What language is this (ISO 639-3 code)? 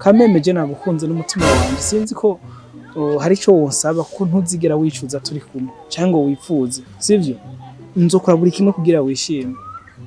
run